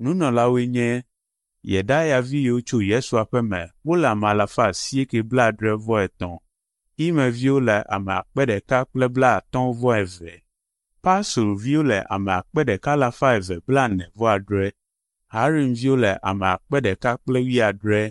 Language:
Ewe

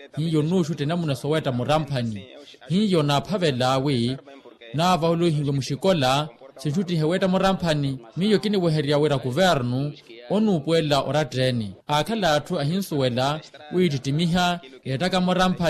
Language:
Makhuwa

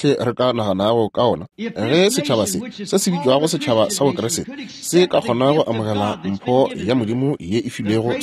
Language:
Northern Sotho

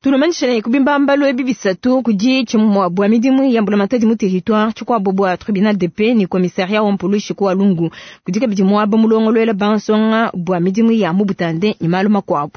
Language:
Luba-Lulua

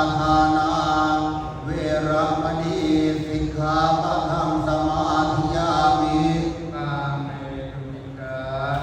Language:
Pali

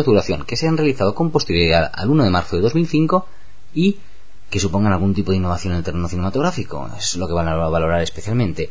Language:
Spanish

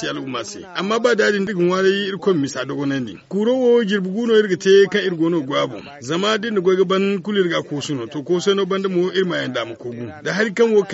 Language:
Zarma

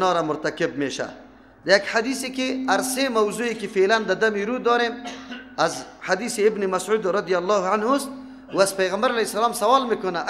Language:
Persian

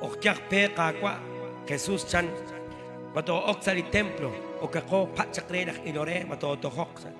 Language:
Kekchí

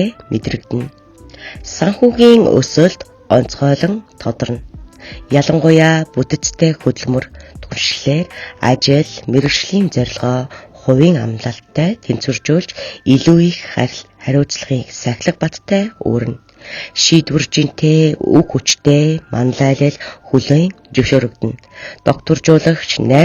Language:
Mongolian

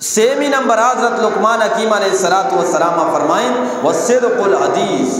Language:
Eastern Balochi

